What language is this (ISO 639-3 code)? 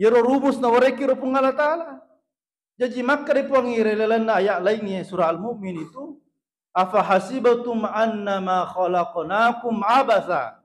bug